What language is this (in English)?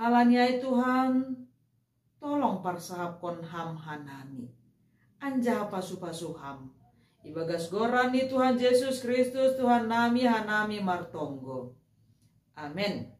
Batak Simalungun